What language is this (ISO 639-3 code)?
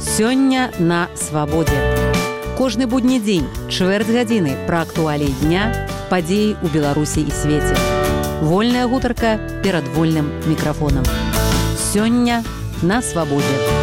bel